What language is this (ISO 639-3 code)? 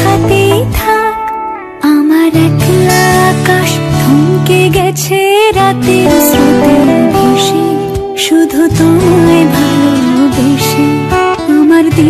ben